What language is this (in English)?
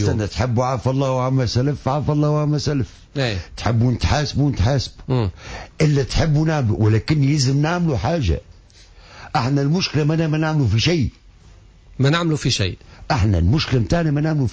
Tunisian Arabic